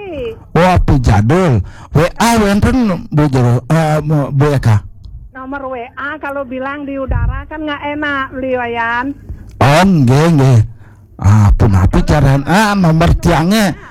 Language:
Balinese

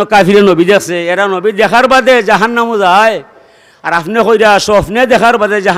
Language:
Sylheti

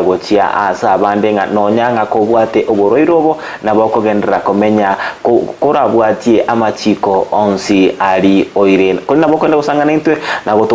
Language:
Gusii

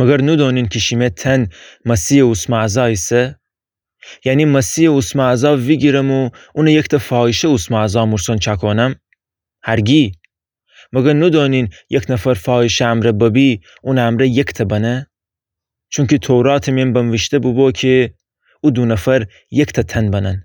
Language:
Gilaki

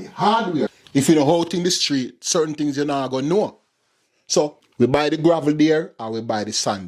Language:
Jamaican Creole English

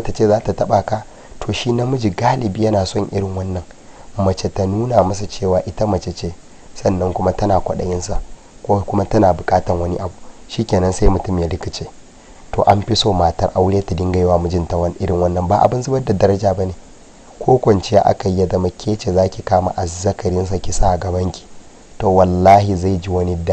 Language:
Hausa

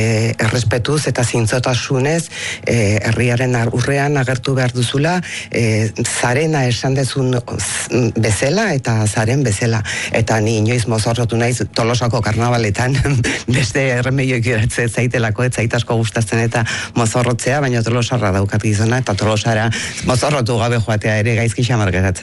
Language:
Basque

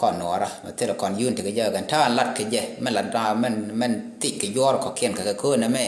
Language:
Nuer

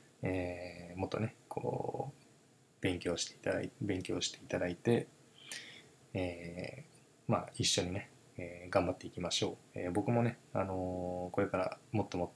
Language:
Japanese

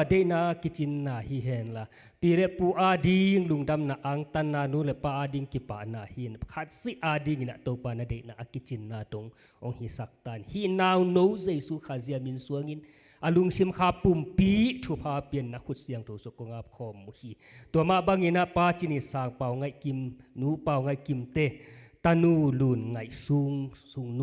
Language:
Tedim Chin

